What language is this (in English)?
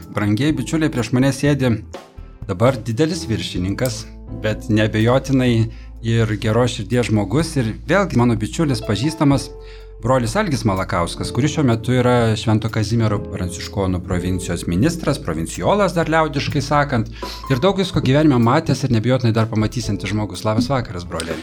Lithuanian